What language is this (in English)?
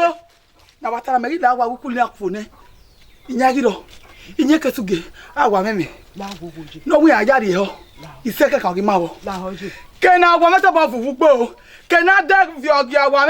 Bini